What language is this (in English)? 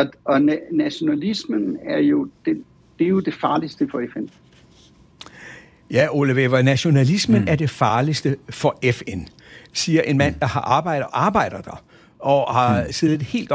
Danish